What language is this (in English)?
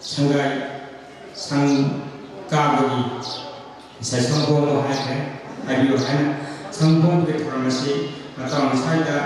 Manipuri